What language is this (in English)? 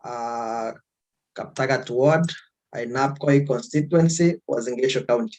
Kalenjin